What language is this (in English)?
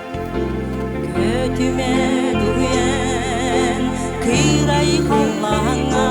Yakut